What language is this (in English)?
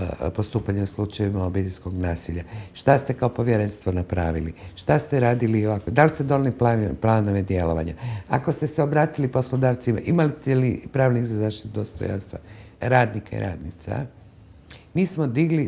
Croatian